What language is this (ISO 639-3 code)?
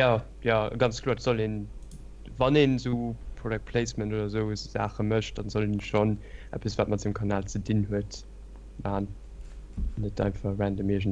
ltz